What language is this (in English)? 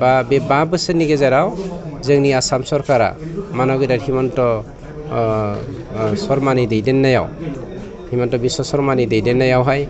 Bodo